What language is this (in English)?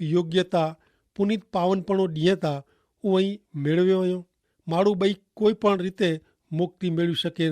Kachhi